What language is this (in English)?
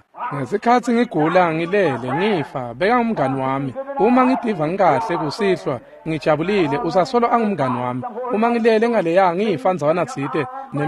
Swati